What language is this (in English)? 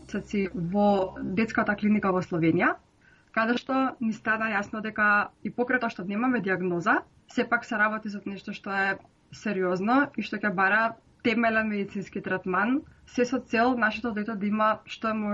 Macedonian